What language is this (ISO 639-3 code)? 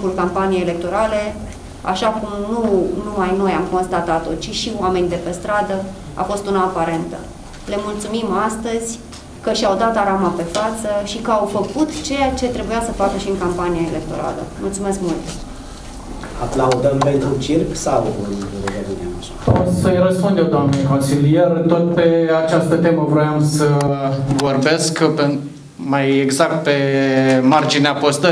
ron